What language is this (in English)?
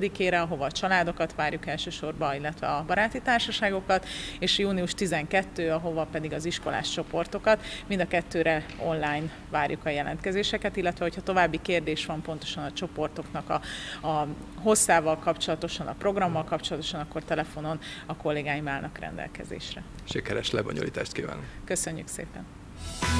Hungarian